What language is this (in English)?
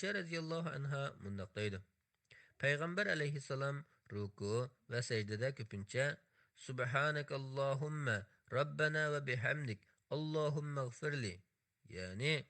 Uyghur